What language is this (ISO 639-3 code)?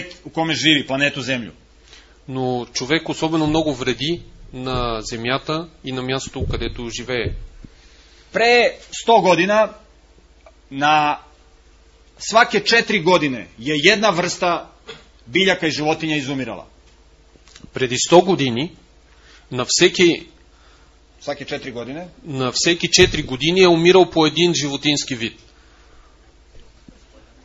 bul